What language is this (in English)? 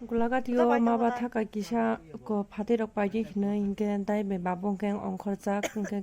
Kok Borok